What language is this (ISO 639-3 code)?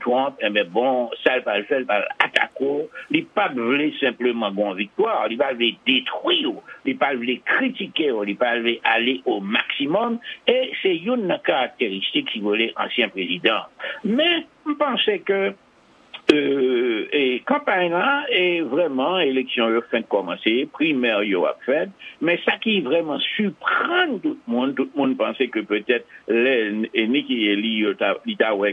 hat